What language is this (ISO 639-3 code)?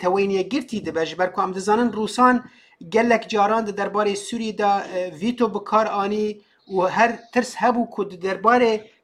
kur